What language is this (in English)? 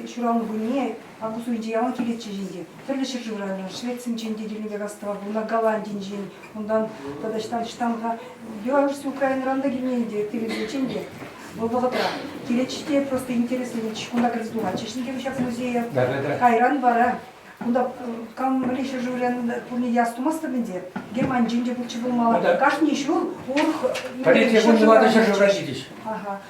Chuvash